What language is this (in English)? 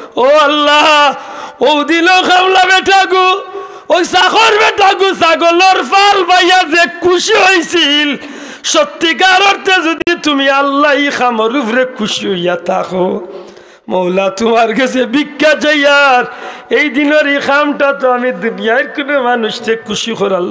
Sylheti